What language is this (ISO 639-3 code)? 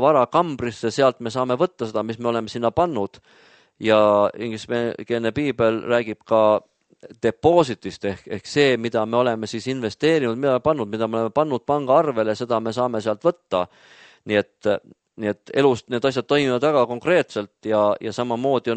est